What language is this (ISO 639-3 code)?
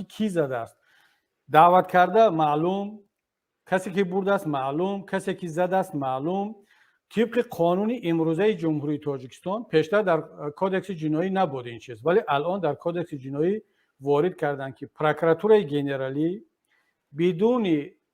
tgk